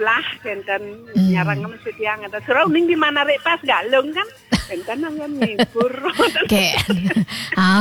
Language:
Balinese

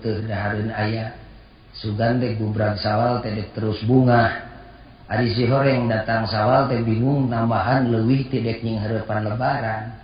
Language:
Sundanese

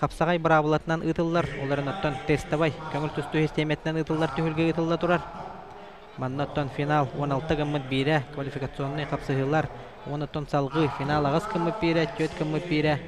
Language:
Yakut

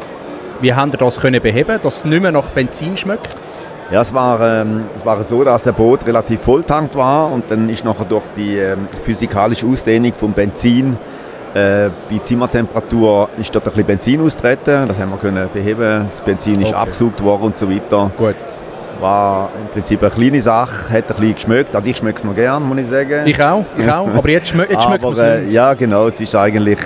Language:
Swiss German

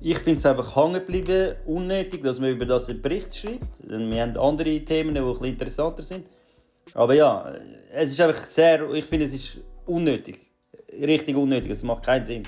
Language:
Swiss German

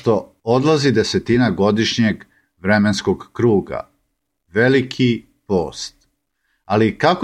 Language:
Serbian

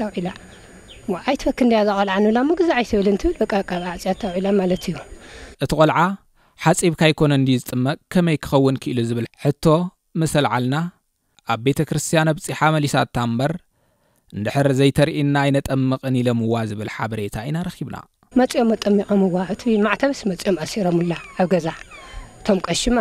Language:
Tigrinya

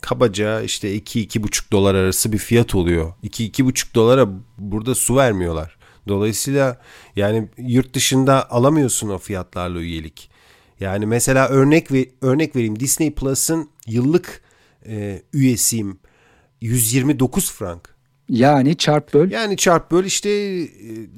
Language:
Turkish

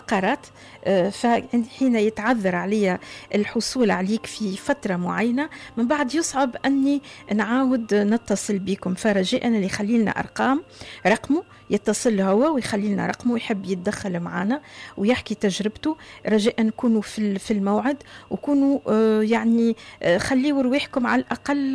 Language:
Tunisian Arabic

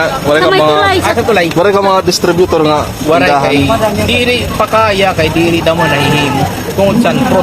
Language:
Waray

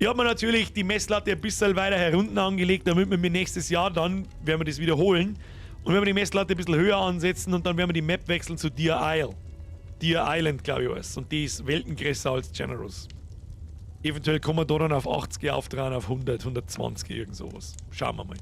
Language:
Bavarian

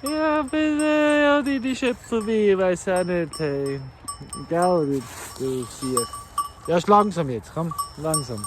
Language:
Swiss German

